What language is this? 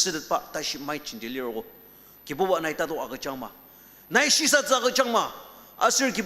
Ao Naga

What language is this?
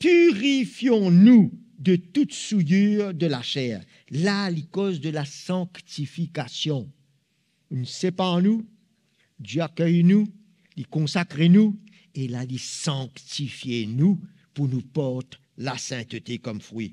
Morisyen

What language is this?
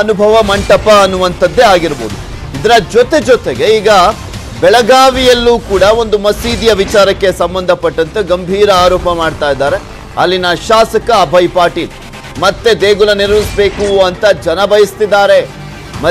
Kannada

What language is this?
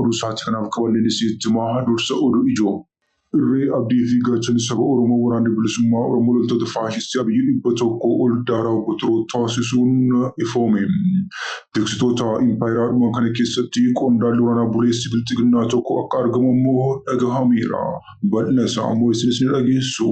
Oromo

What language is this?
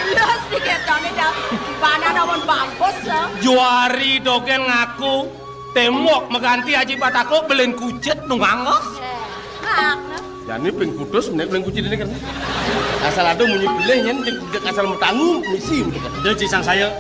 Balinese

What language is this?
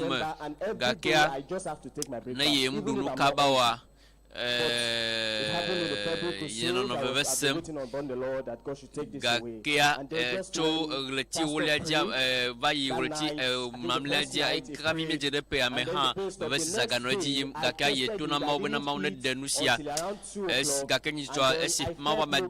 Ewe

